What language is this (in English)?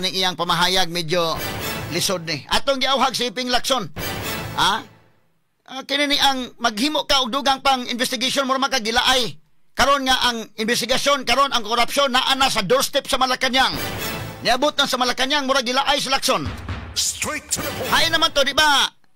Cebuano